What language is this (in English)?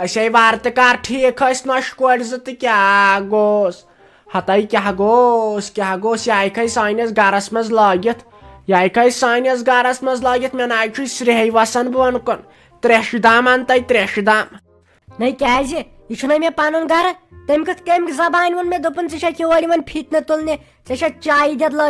Kashmiri